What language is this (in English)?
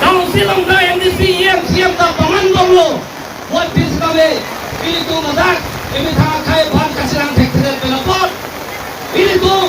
Karbi